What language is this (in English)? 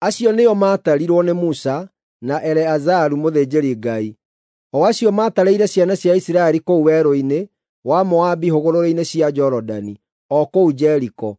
Kikuyu